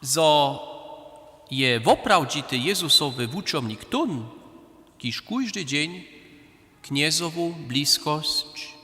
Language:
Upper Sorbian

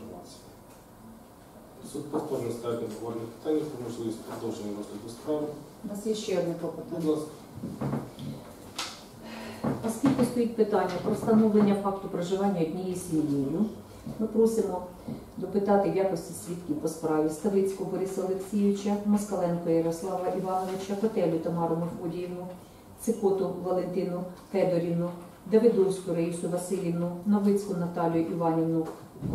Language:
Ukrainian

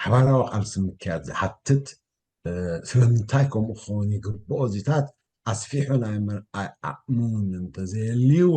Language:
Tigrinya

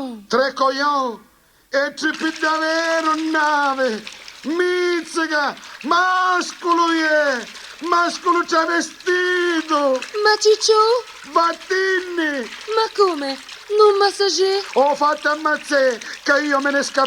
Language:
Sicilian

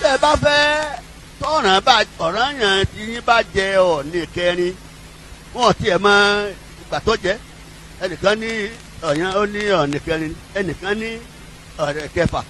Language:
Yoruba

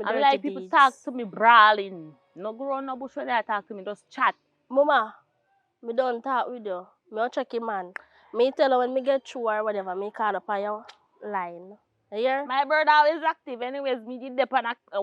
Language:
Jamaican Creole English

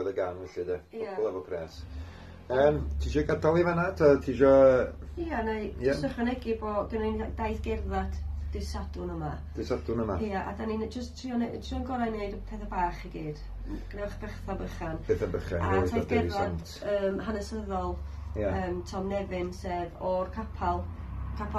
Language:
Welsh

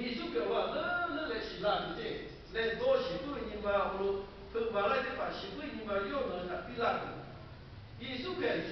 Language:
Lahu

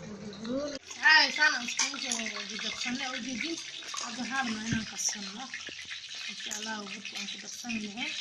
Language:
Somali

